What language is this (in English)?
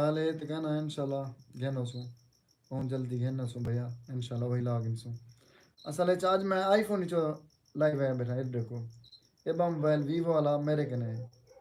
Saraiki